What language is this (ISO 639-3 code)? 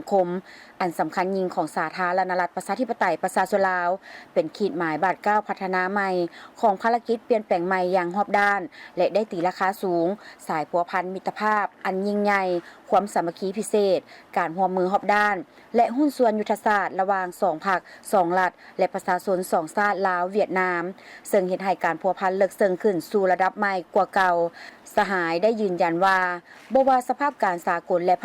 lao